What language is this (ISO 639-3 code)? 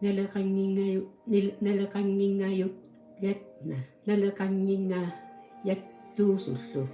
kal